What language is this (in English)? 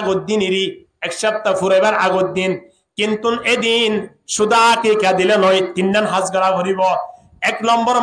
Rohingya